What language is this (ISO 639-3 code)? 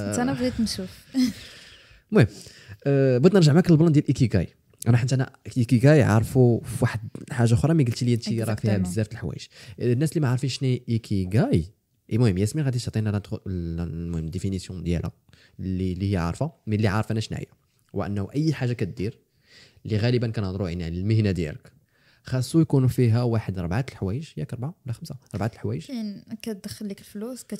ary